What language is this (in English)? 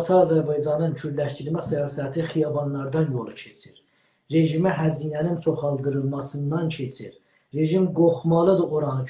South Azerbaijani